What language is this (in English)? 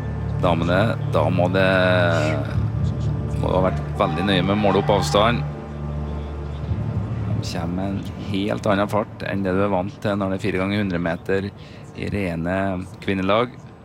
Norwegian